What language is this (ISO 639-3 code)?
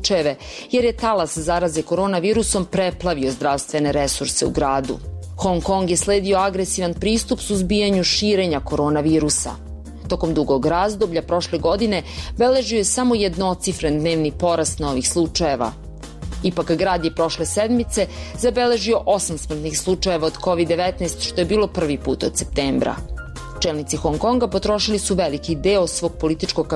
srp